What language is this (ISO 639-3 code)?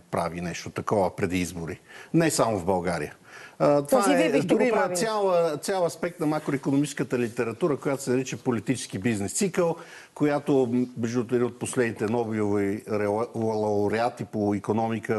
bul